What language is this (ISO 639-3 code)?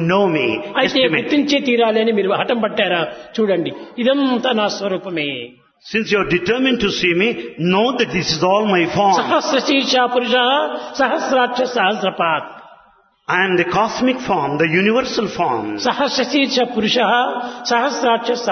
tel